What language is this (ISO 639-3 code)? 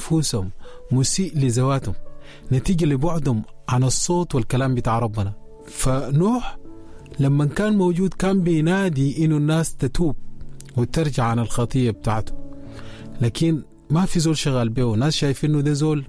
apd